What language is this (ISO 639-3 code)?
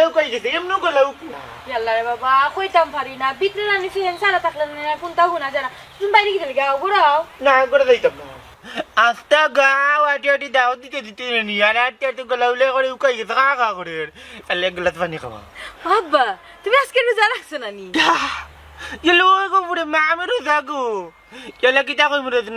syl